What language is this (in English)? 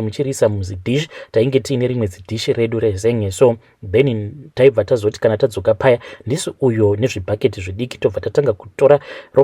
Shona